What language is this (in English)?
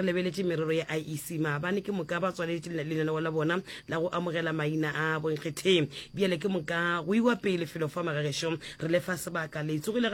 Northern Sotho